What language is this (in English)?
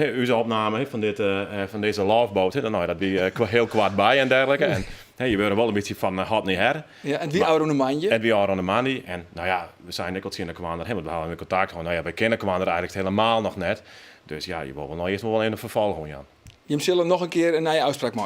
Western Frisian